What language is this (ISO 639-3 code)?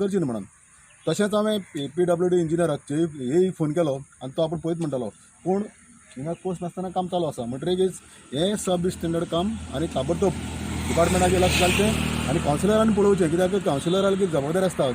kok